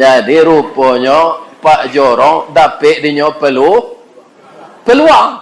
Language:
Minangkabau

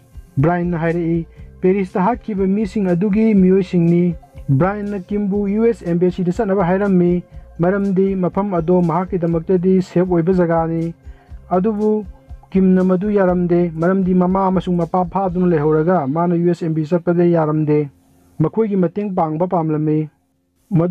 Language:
Manipuri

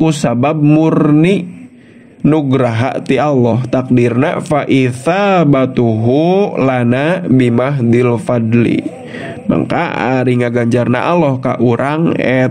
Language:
Sundanese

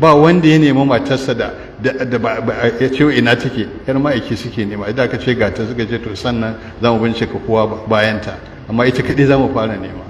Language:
Hausa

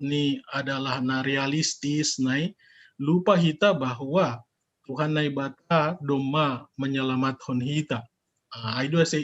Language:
Batak Simalungun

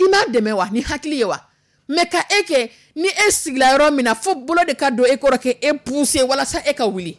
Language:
Dyula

